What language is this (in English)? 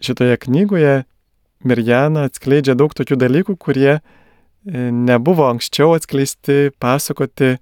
Lithuanian